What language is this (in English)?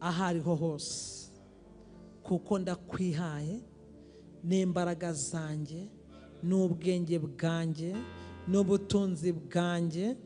Kinyarwanda